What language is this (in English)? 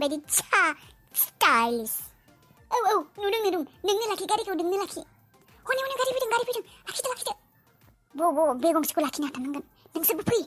Bodo